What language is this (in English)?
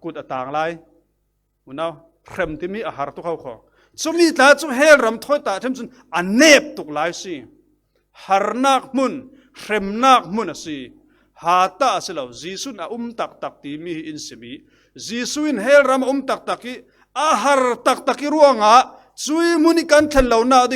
Falam Chin